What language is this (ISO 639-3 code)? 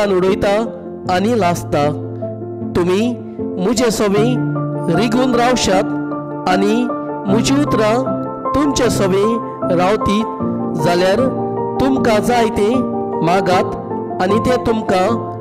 kok